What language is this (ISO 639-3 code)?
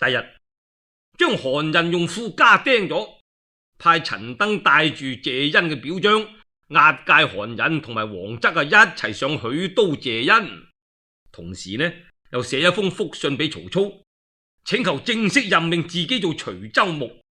yue